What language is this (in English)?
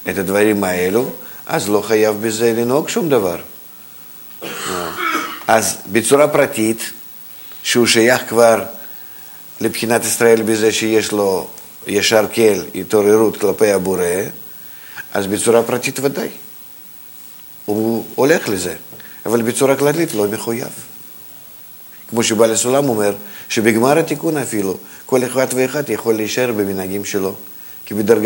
Hebrew